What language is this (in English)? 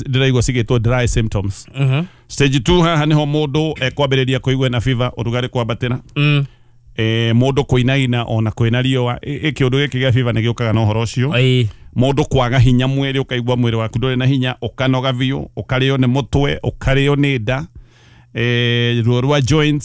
Kikuyu